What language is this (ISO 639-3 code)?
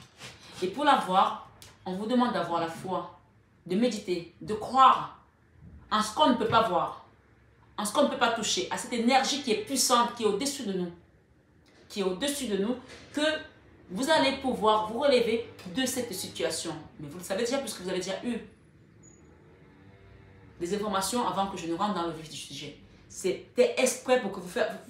fra